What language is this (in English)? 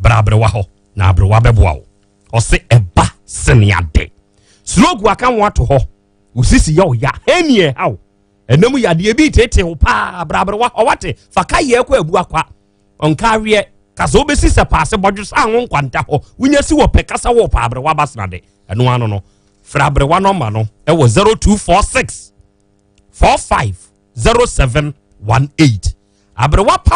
Akan